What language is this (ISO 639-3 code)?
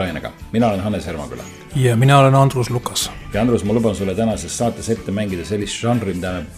est